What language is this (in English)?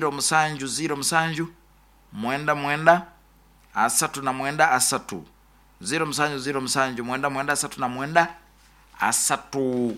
Nyoro